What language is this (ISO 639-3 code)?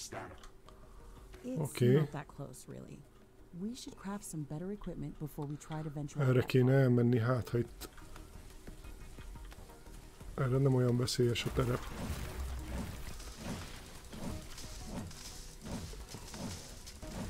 hun